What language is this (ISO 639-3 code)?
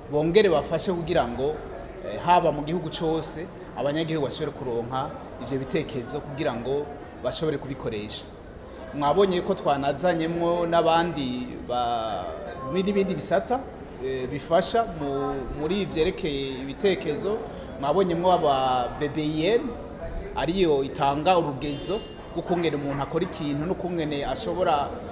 run